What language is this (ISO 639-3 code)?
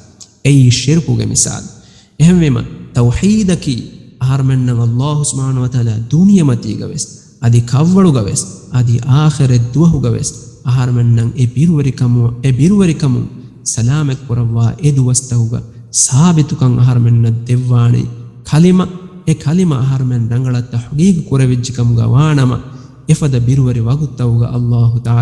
div